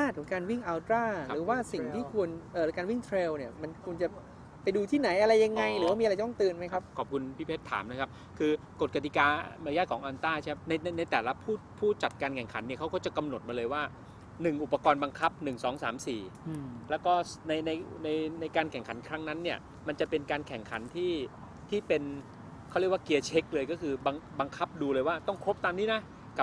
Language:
Thai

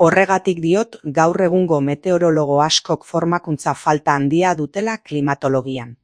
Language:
Basque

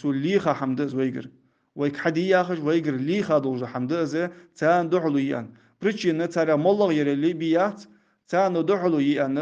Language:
Ingush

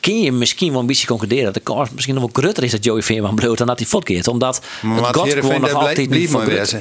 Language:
Western Frisian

